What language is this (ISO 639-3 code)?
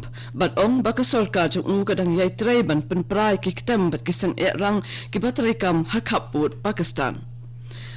kha